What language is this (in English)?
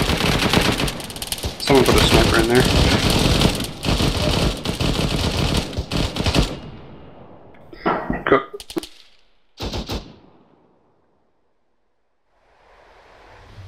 English